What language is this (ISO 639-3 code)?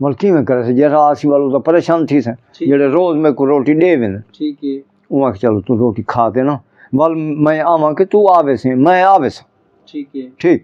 skr